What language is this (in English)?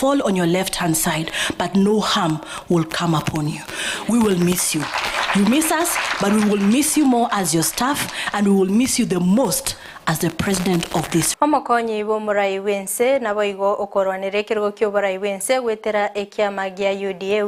Gusii